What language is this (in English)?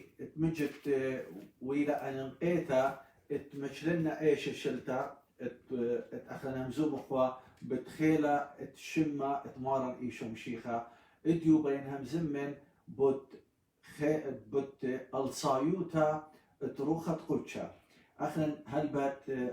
Assyrian Neo-Aramaic